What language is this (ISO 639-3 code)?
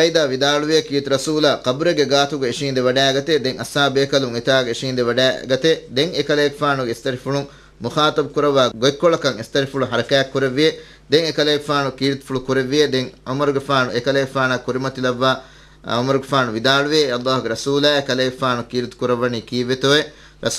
div